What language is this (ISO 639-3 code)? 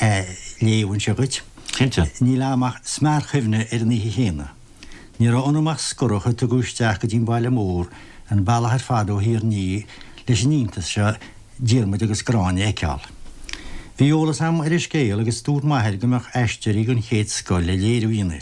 gle